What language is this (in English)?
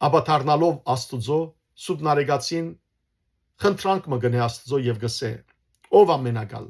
Western Armenian